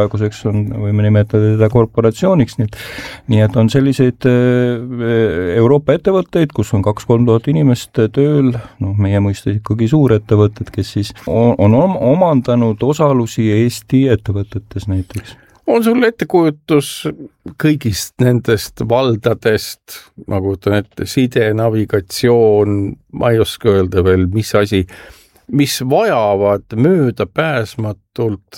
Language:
Estonian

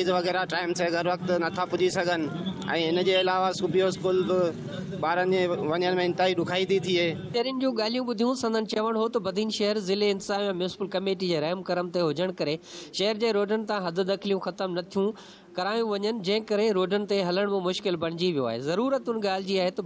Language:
Sindhi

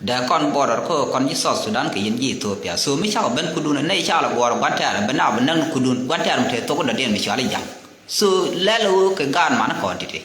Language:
Nuer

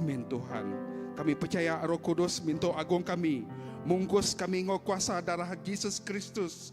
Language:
Iban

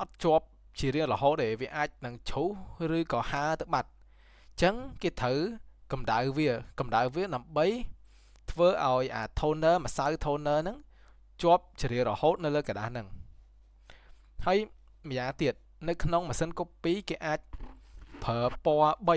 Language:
Khmer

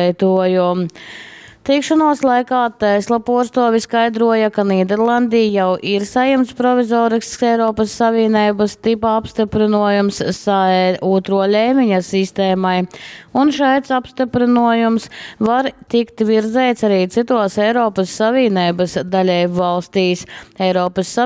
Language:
Latgalian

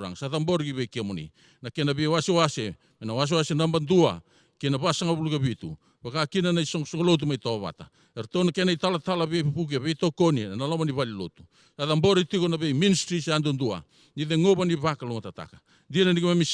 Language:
Fijian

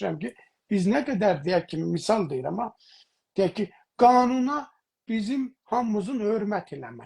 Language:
South Azerbaijani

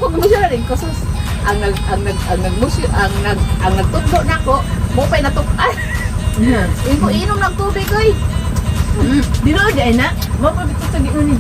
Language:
Cebuano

